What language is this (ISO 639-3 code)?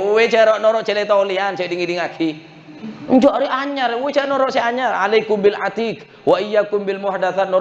mad